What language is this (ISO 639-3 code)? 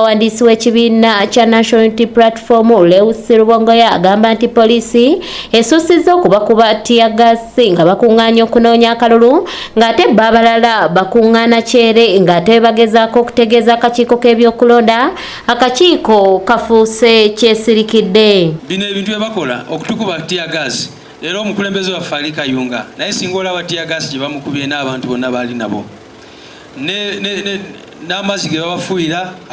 lug